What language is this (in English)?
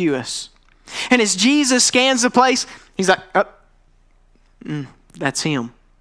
English